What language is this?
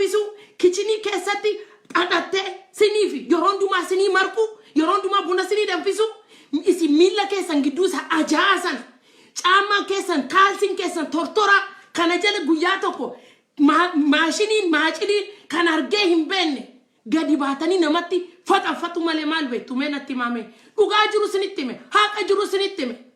Oromo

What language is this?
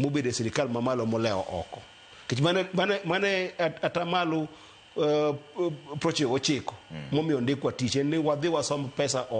Luo (Kenya and Tanzania)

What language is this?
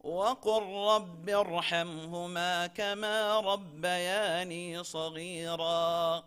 Divehi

